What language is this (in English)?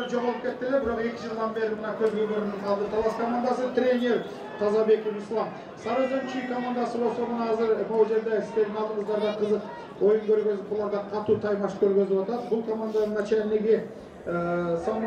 Kyrgyz